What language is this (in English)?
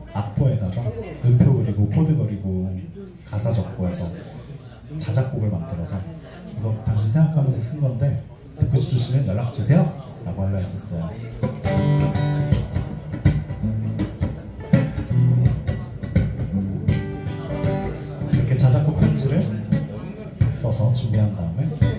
Korean